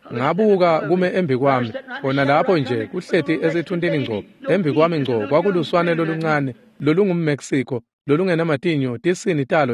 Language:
Swati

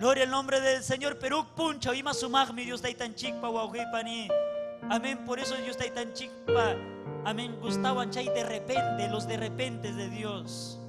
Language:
Ayacucho Quechua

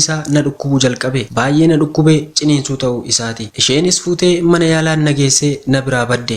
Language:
Oromo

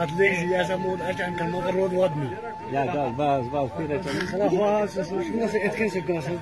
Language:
Kashmiri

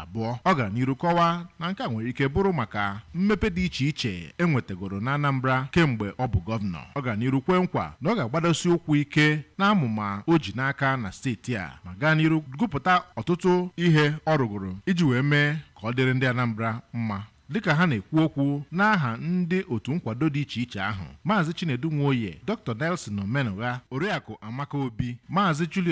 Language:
Igbo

